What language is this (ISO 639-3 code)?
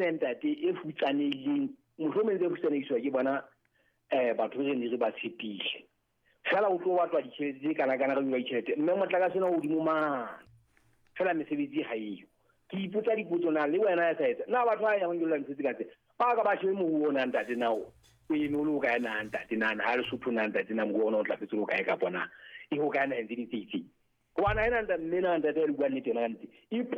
sot